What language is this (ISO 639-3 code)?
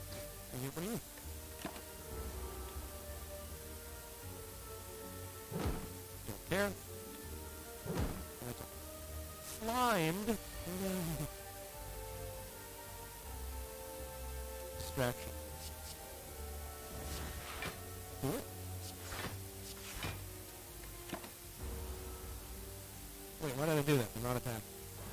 eng